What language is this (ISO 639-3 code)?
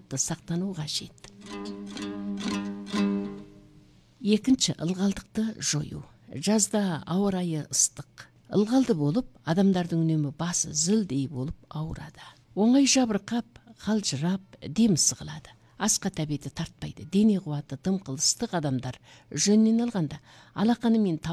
kaz